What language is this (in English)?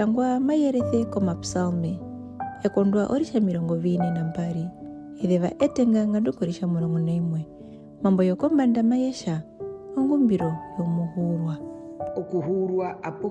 Herero